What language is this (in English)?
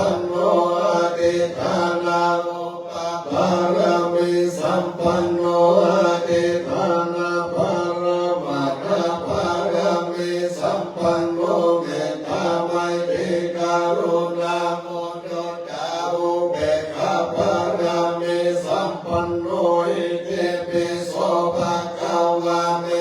Pali